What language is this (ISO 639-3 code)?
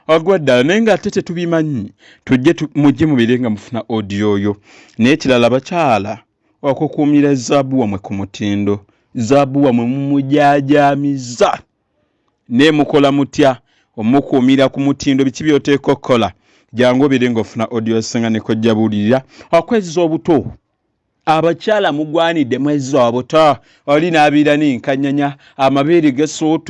lug